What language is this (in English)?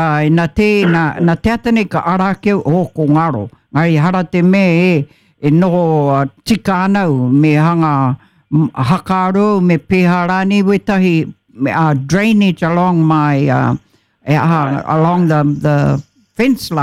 Māori